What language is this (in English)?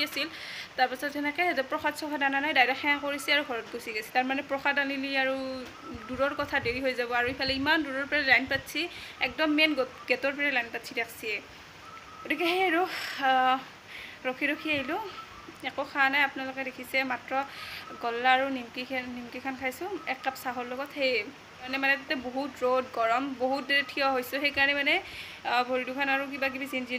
Assamese